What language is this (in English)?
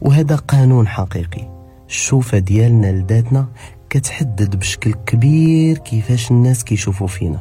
Moroccan Arabic